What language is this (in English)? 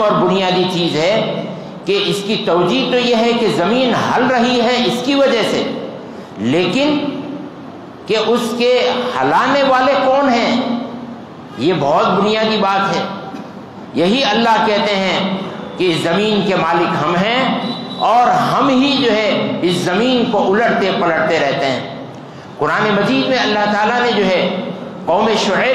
Urdu